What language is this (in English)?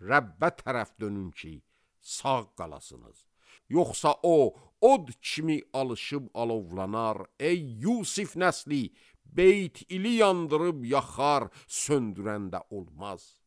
Azerbaijani